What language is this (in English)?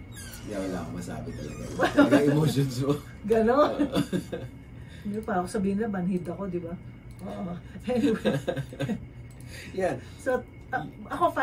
Filipino